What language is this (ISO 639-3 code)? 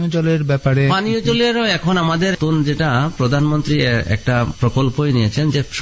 ben